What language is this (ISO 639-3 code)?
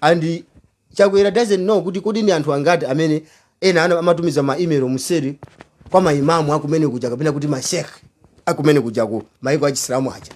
nya